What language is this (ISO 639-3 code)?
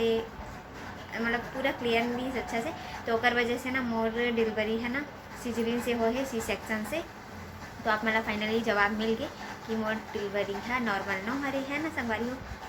hne